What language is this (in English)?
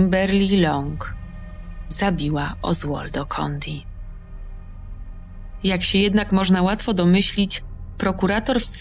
Polish